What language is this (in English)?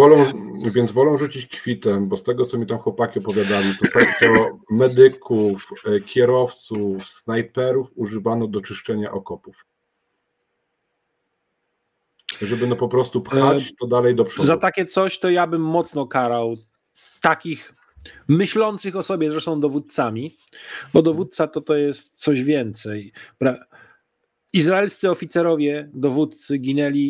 Polish